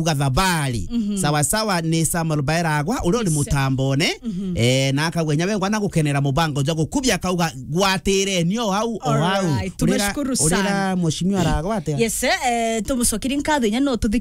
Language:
Meru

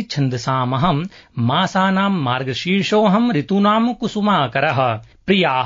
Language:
Sanskrit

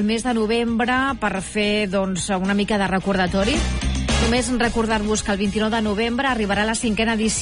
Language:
Catalan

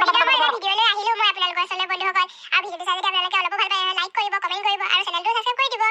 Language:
Assamese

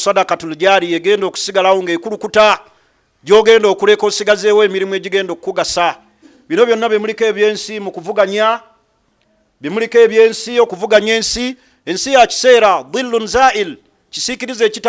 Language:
Ganda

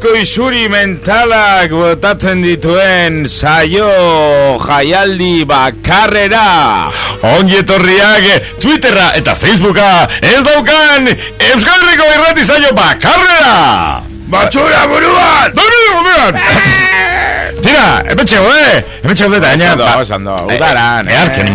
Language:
Basque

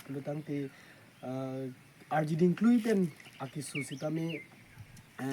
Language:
Karbi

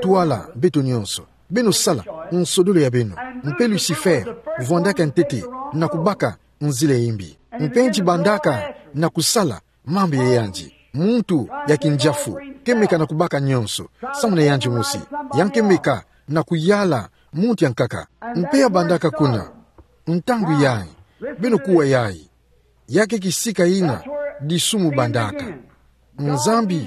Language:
Kituba (Democratic Republic of Congo)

